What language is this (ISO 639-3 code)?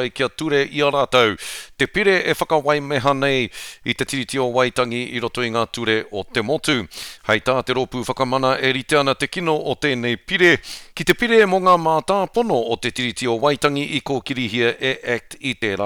mri